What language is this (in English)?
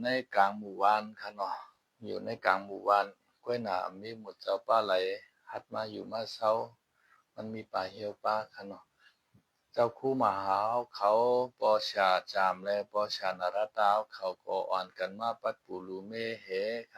Shan